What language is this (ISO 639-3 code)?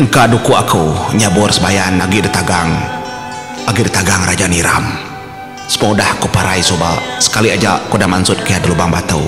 iba